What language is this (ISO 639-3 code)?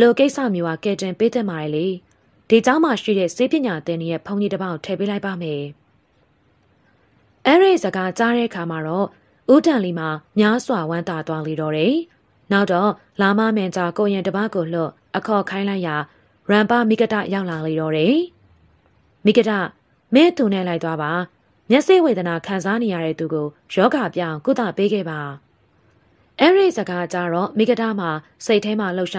mya